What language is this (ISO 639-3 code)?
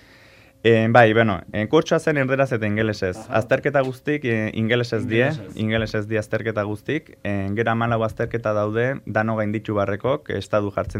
eus